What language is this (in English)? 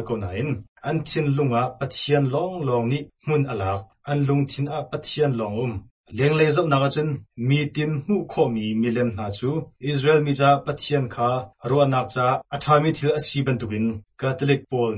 Hakha Chin